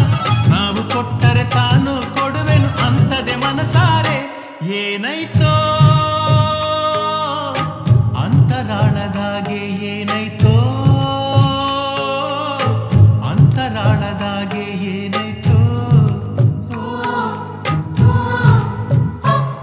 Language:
Kannada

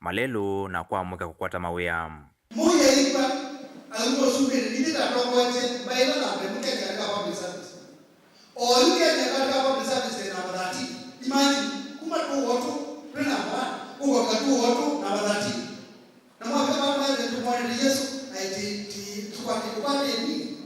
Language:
Kamba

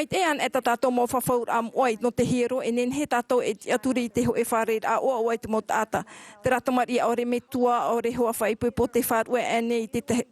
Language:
Tahitian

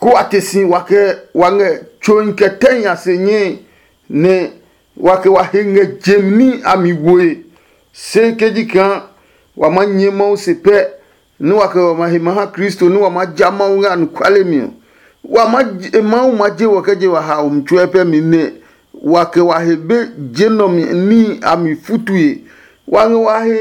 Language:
Adangme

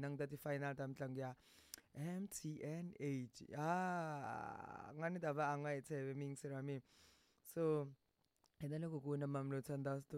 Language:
Tsonga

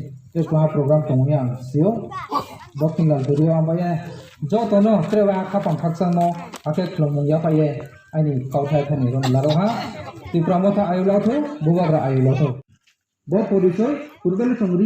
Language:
Riang (India)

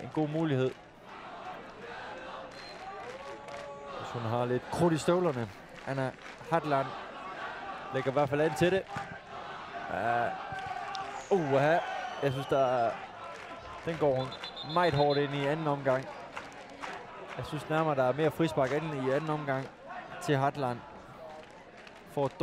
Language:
Danish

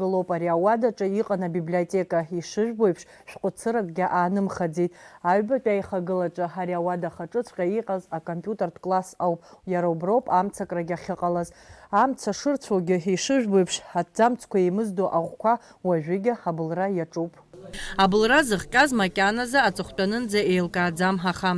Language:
Abkhazian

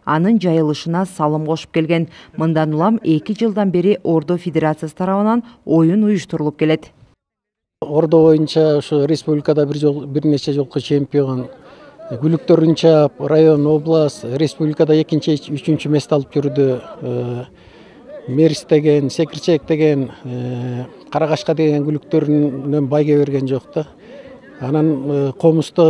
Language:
Kyrgyz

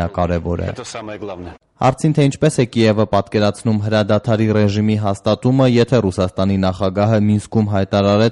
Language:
Armenian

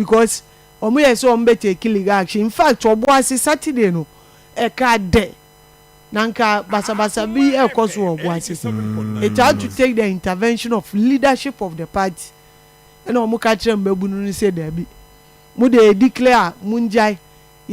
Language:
Akan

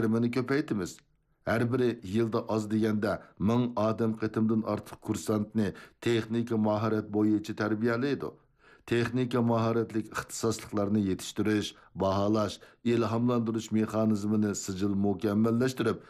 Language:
Uyghur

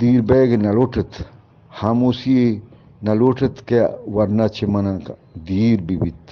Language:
Eastern Balochi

